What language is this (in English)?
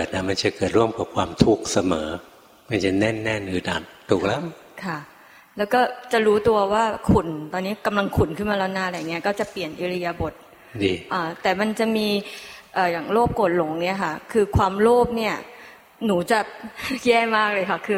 Thai